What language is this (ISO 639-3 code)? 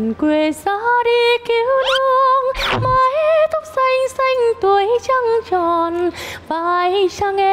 vie